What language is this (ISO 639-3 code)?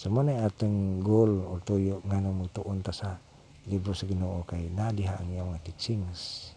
ceb